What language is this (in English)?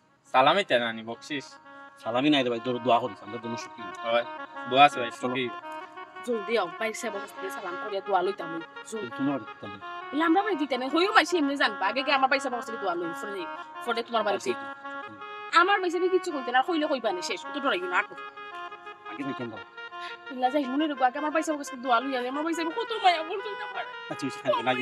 Sylheti